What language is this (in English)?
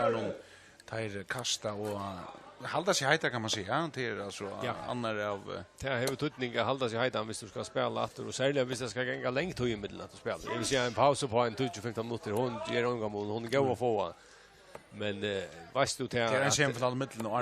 Faroese